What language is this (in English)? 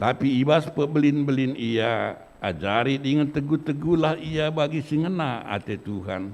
Batak Karo